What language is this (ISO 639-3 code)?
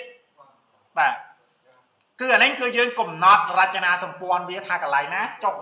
khm